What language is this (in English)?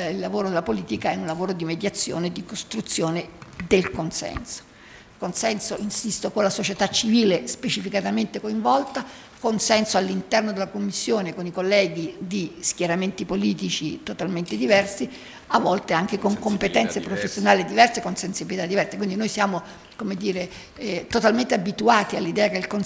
Italian